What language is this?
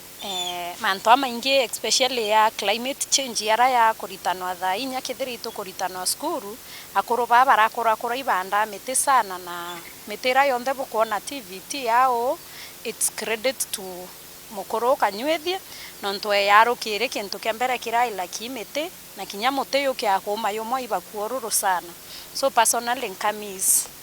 Meru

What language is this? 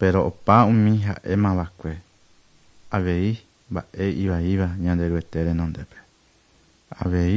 Guarani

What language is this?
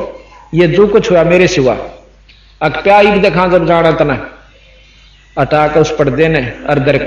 Hindi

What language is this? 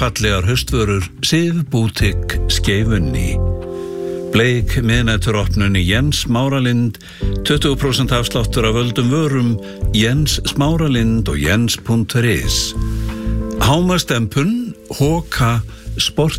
Icelandic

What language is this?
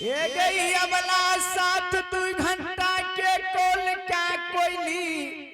Angika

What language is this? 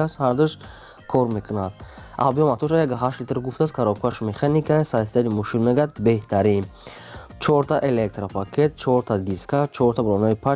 Tajik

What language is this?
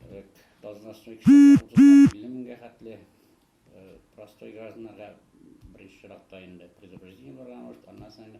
Tatar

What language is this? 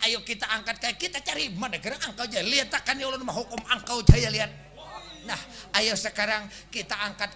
Banjar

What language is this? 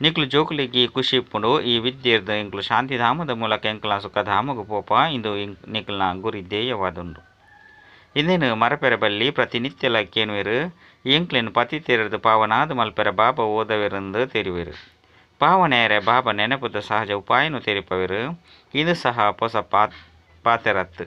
Tulu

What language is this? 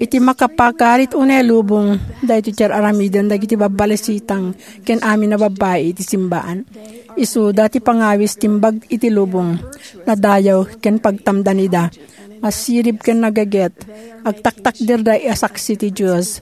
Iloko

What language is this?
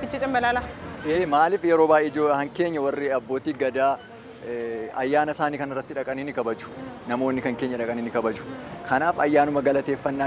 Oromo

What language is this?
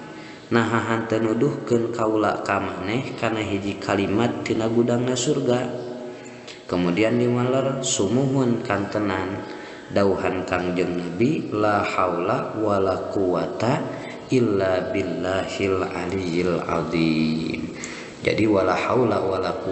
Sundanese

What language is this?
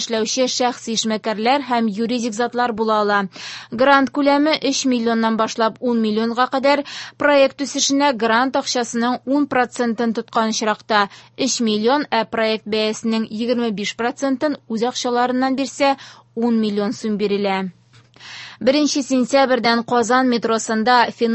Tatar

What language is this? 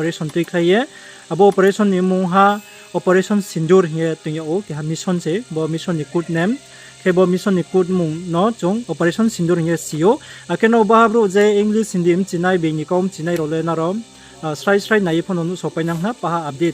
Riang (India)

